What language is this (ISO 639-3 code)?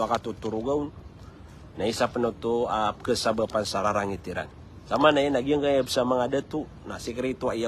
mrw